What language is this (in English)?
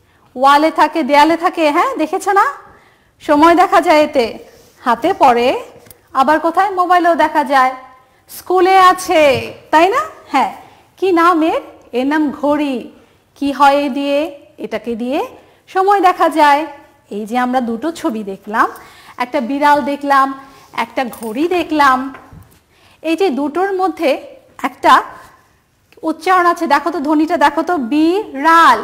Bangla